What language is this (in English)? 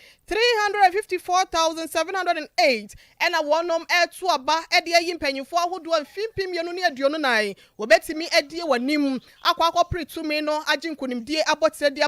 Akan